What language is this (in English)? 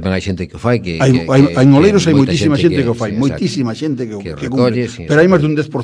Galician